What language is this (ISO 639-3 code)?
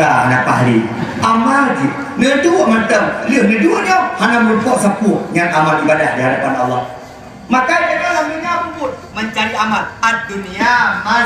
ace